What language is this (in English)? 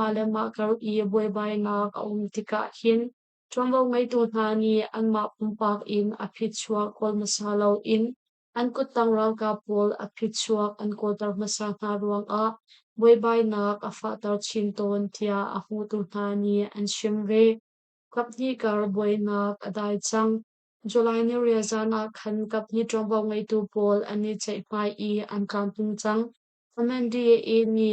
Hakha Chin